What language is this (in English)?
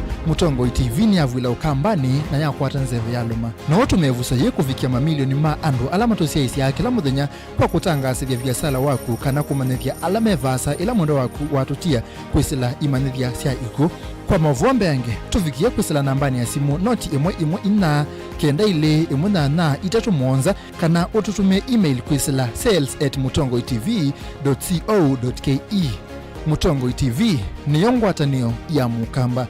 Kamba